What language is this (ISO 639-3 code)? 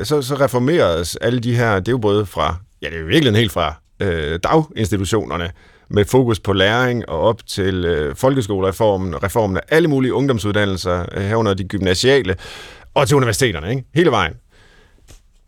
dan